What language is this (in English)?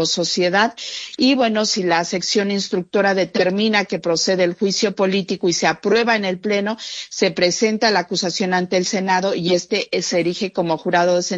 Spanish